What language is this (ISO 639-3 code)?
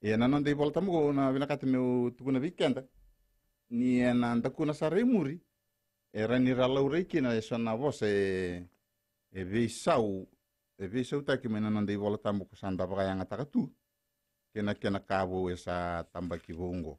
fij